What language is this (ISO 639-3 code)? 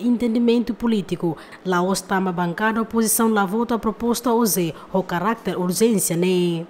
tet